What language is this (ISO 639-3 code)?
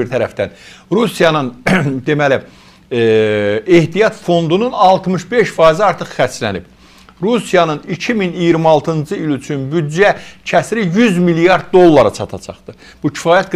aze